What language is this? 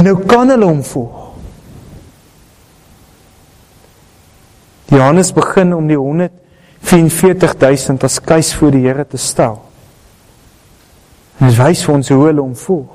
Afrikaans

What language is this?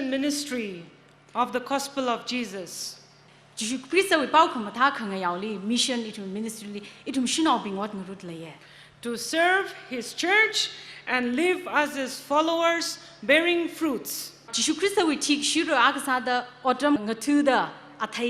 Tangkhul Naga (India)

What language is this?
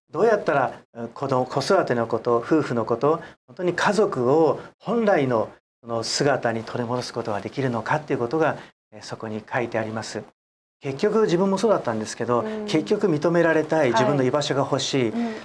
Japanese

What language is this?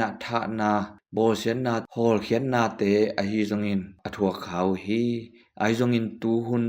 Tedim Chin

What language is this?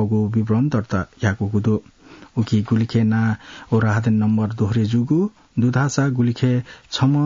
Newari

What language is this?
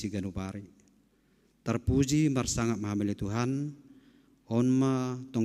Batak Simalungun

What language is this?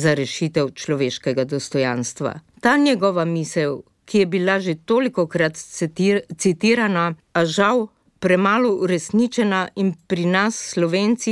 Slovenian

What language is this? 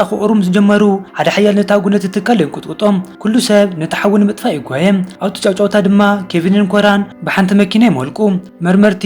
Tigrinya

